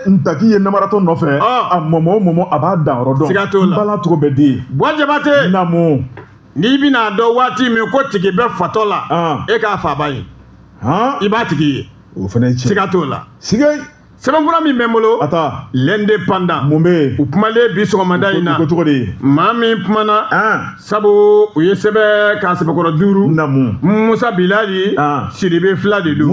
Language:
Bambara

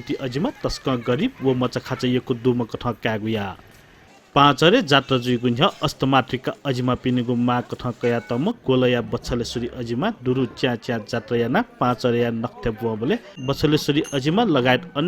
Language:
Newari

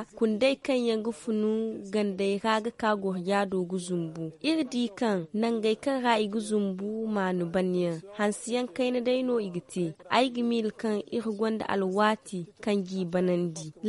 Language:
Zarma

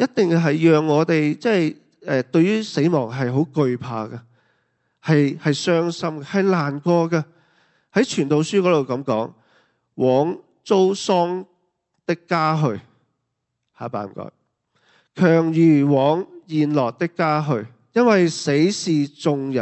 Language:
Cantonese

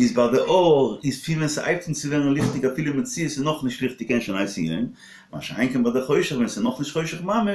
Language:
Yiddish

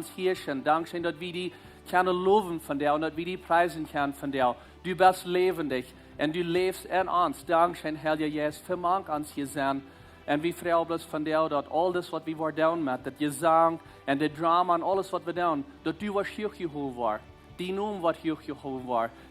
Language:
Plautdietsch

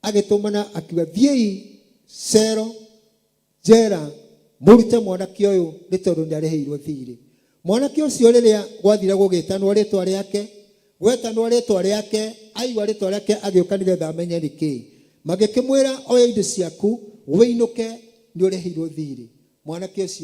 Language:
Kikuyu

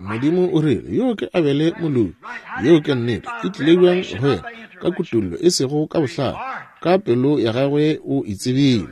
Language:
Northern Sotho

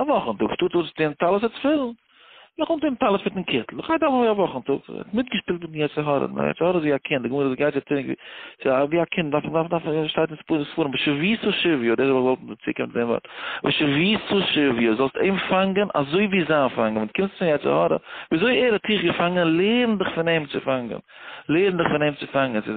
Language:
Yiddish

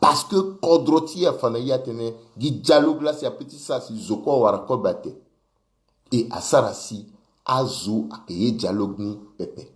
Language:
Sango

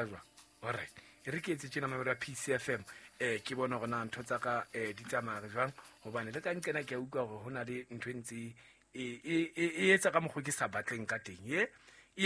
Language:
Southern Sotho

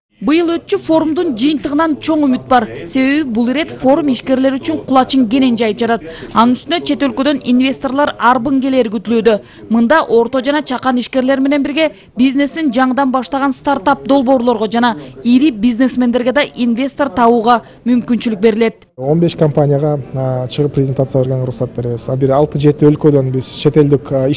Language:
Kyrgyz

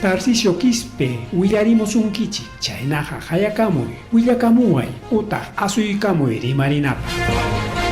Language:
Ayacucho Quechua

